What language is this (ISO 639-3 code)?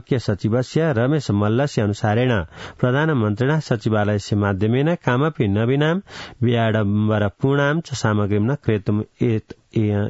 san